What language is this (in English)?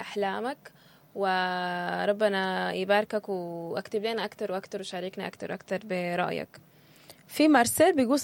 Sudanese Arabic